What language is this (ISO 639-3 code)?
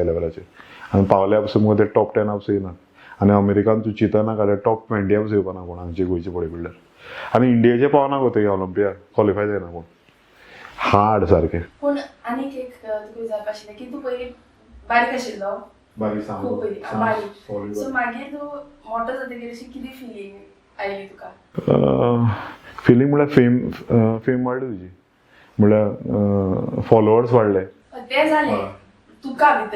kok